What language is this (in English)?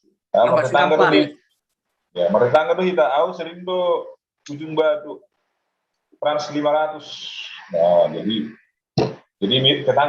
Batak Simalungun